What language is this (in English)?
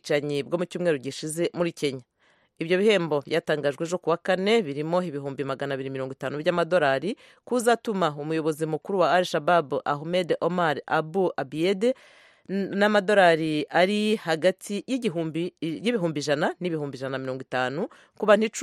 Kinyarwanda